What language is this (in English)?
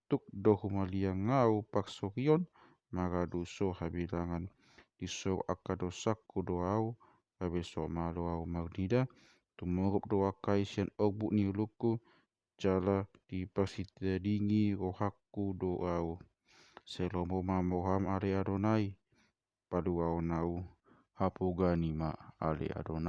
Batak Toba